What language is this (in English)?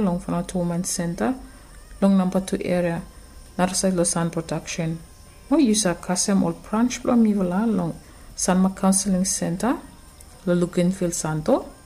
Bislama